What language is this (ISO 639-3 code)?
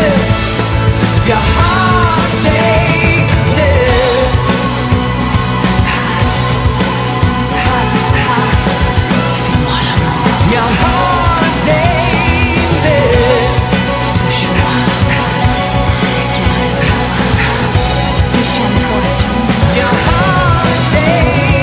swe